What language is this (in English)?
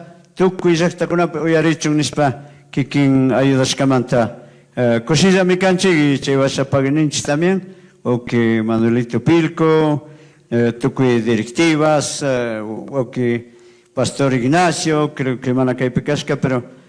Chimborazo Highland Quichua